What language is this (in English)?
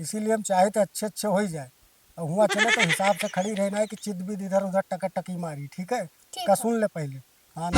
Awadhi